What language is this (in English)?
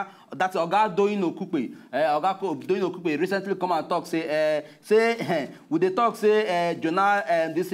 Nigerian Pidgin